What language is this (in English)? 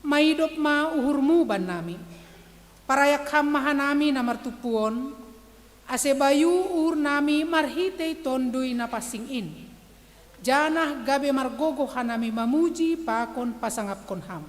Batak Simalungun